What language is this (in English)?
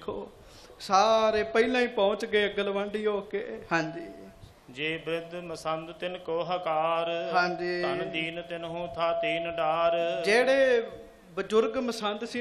Punjabi